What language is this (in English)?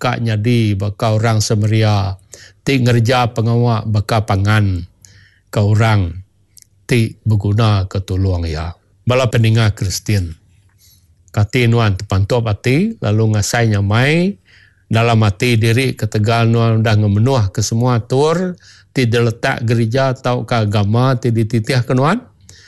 Iban